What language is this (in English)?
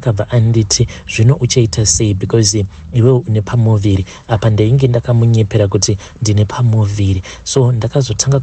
Shona